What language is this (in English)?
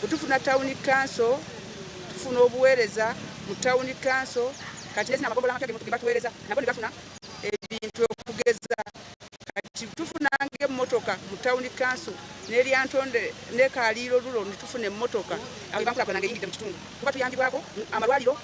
Nyankole